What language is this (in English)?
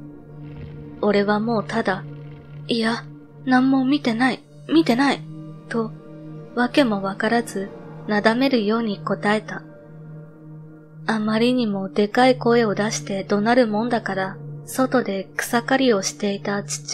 Japanese